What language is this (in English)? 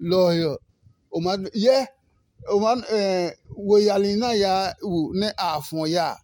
Adangme